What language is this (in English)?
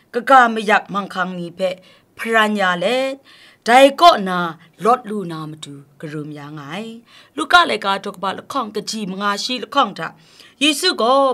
Kachin